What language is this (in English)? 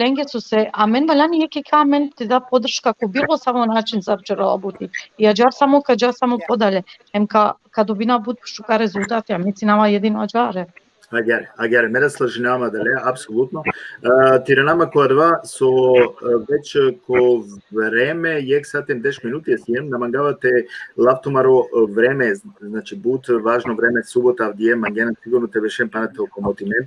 Balkan Romani